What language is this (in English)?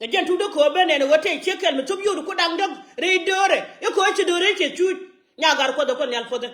Nuer